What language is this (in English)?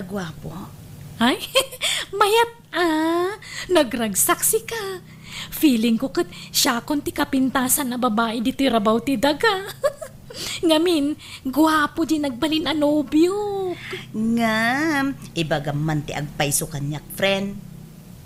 Iloko